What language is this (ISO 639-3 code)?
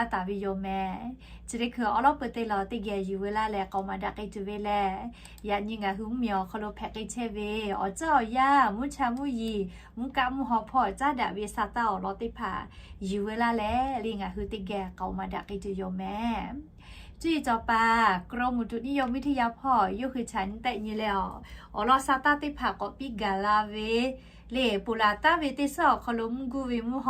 lhu